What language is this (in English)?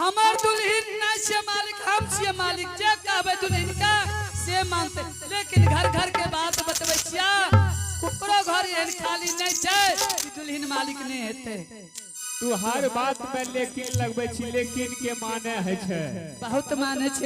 Angika